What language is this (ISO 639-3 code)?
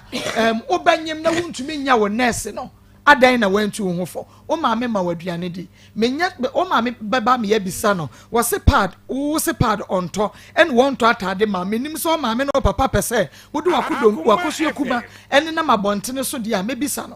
aka